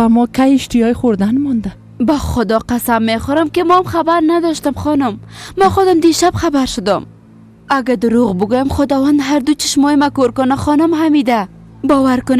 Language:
Persian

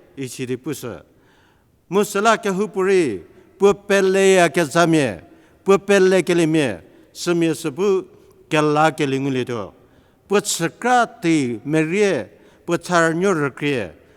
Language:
Angami Naga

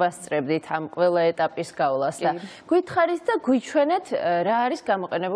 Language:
Georgian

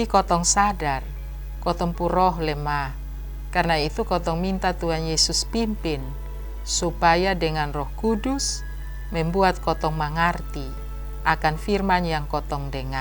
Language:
Kupang Malay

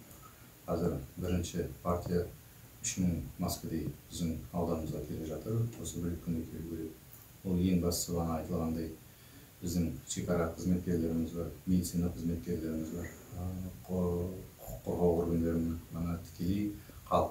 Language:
Kazakh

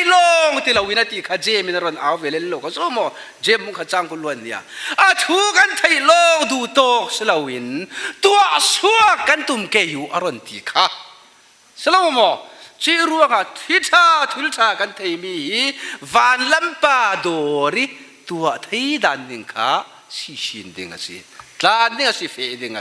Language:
Falam Chin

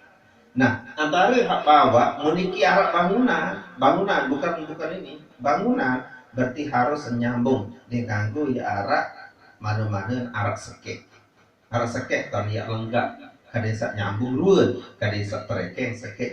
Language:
Sasak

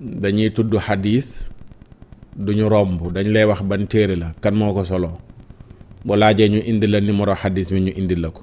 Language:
Wolof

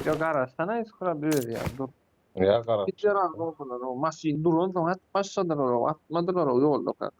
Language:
Turkmen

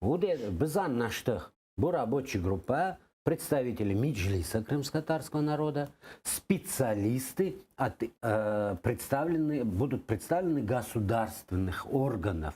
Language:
Crimean Tatar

